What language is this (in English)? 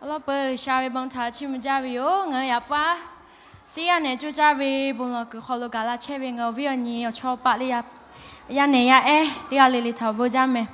Lahu